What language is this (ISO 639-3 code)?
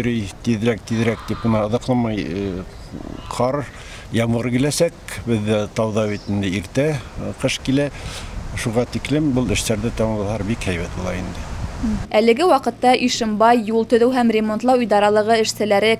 bak